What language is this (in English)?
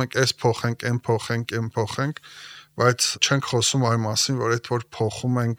Armenian